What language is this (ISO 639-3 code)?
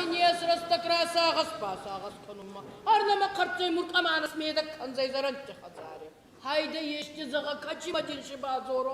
oss